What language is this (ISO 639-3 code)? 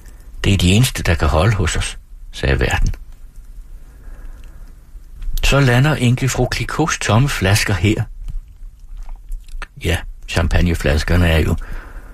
dan